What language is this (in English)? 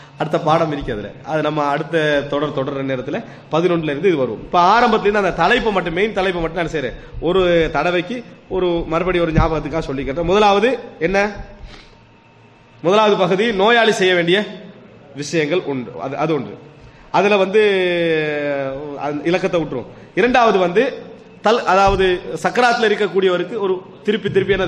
Tamil